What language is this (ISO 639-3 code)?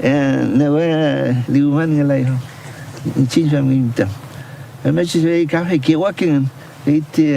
arn